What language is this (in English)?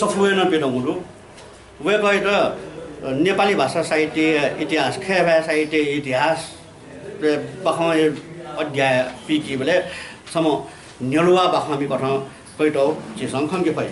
Newari